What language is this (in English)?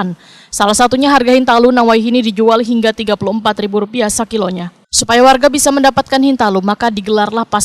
Banjar